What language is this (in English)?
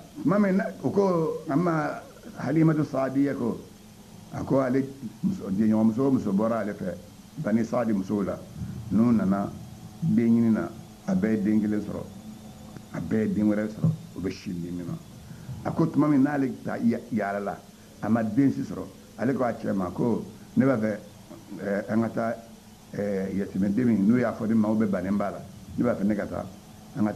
Bambara